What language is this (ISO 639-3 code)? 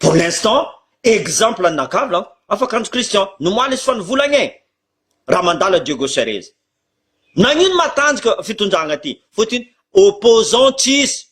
mlg